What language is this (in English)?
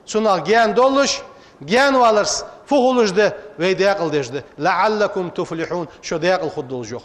Ingush